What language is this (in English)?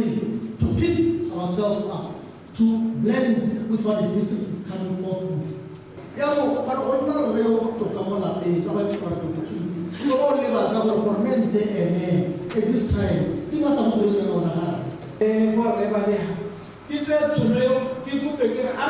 Tswana